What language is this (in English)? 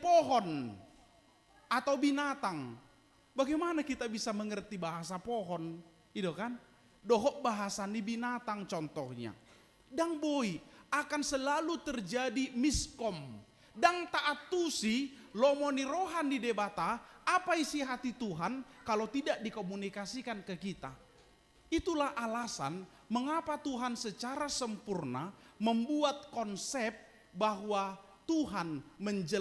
Batak Toba